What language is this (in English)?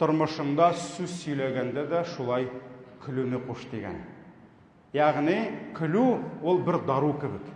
Tatar